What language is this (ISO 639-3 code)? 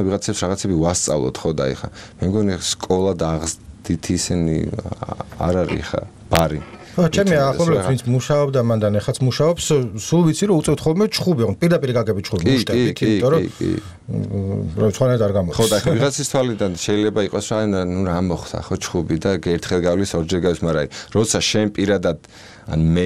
kat